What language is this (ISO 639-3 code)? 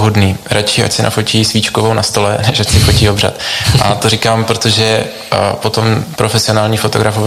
ces